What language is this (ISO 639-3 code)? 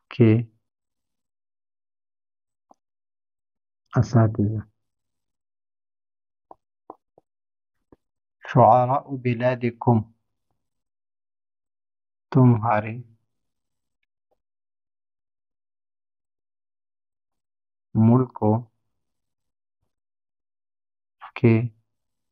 urd